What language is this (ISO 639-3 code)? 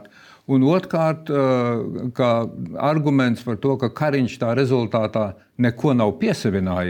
lav